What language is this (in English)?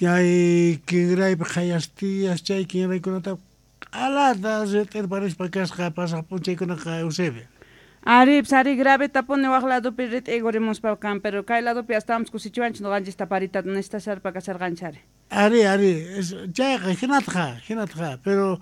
South Bolivian Quechua